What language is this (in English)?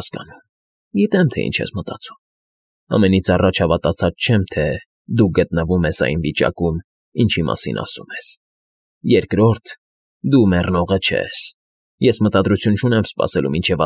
Armenian